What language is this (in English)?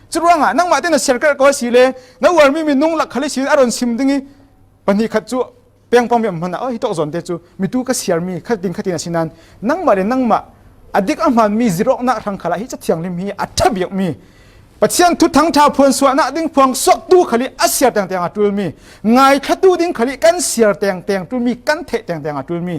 Falam Chin